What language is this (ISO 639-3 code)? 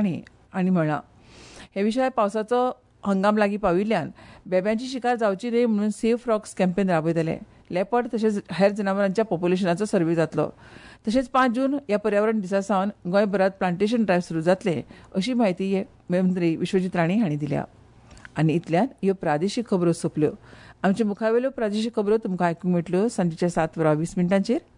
kok